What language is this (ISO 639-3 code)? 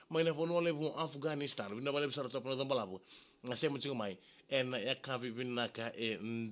fij